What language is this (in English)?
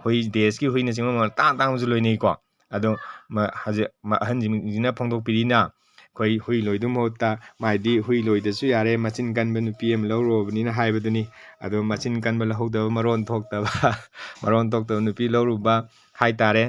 Manipuri